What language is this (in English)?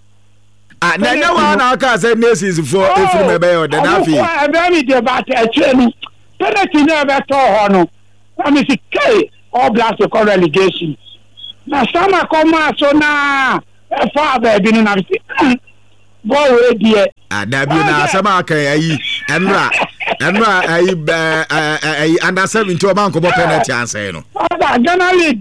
Akan